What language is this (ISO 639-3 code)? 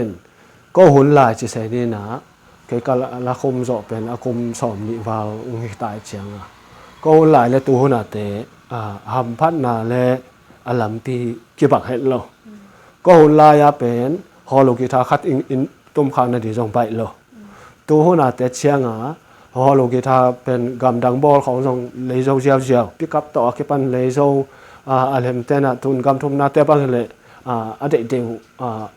ctd